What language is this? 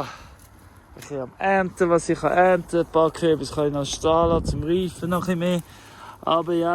Swiss German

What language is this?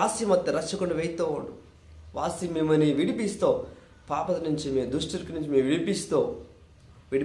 Koya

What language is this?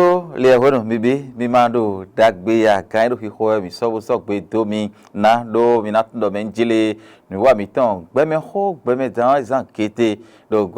Fon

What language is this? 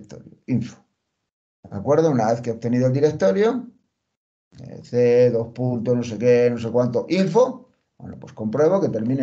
Spanish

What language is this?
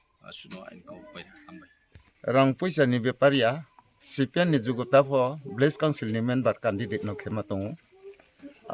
Kok Borok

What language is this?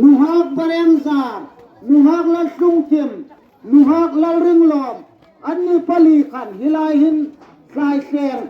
Hmar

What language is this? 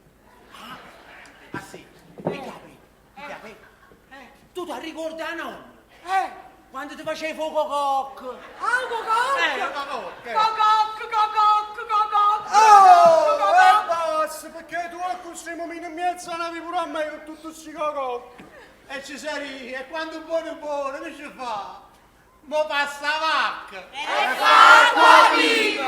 Neapolitan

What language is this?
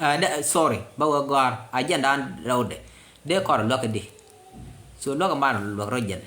Nuer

